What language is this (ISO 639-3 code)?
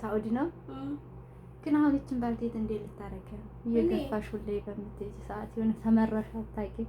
amh